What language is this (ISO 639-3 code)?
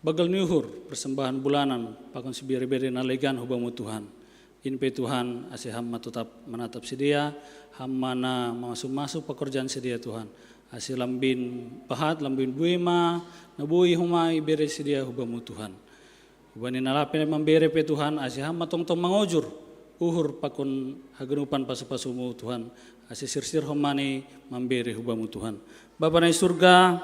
bts